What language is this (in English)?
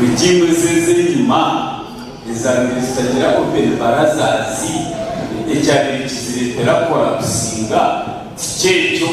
Nyankole